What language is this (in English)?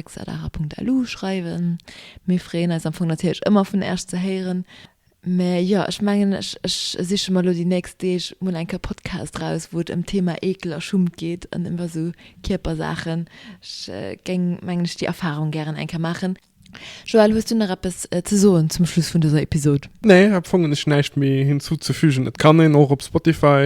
Luxembourgish